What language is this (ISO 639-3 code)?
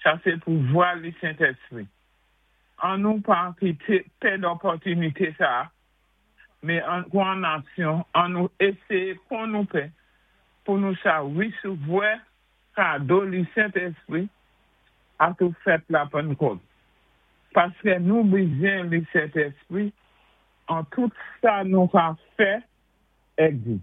acf